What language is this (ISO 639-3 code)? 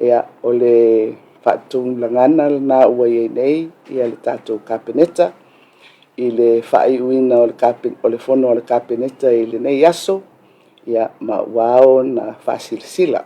smo